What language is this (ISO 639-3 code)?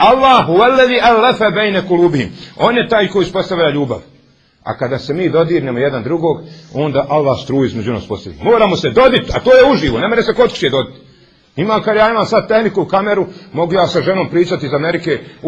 bos